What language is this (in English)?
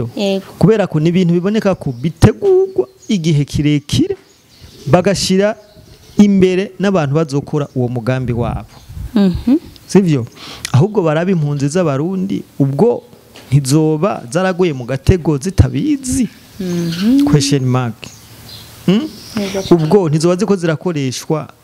Rundi